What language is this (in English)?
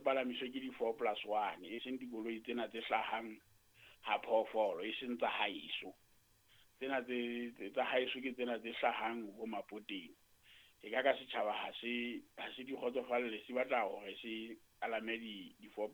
Southern Sotho